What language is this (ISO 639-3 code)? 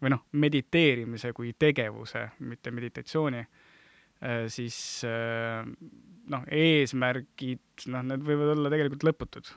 est